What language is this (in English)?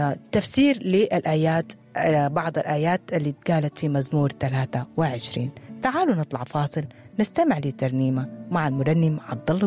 Sudanese Arabic